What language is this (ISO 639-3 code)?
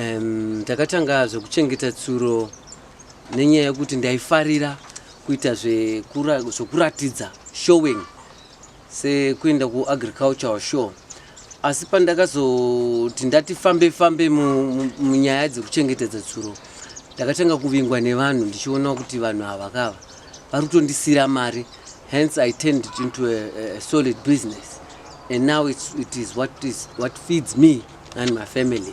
sna